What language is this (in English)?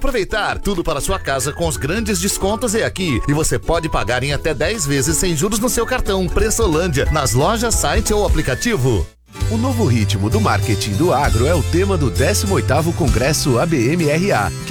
Portuguese